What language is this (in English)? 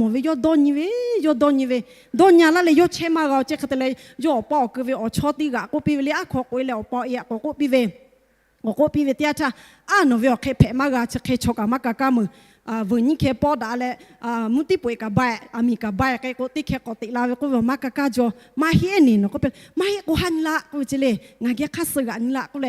Lahu